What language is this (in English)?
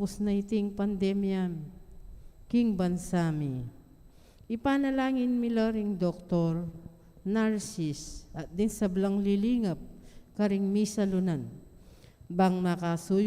Pampanga